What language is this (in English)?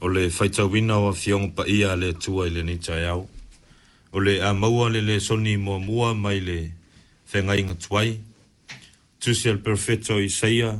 Samoan